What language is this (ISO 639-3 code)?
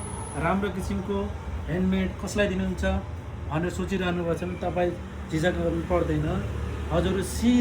nep